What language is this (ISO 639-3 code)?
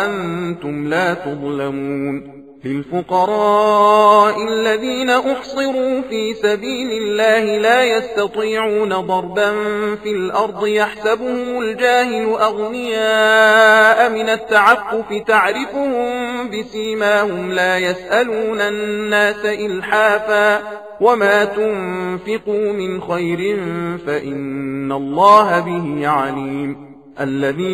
ara